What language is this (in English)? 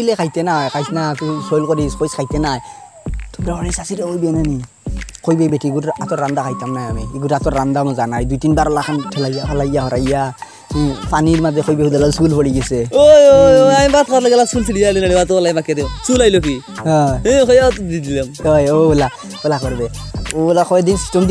Sylheti